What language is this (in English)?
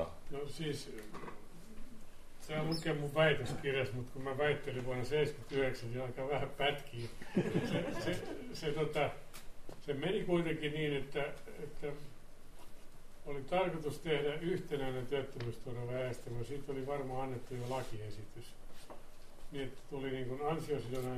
Finnish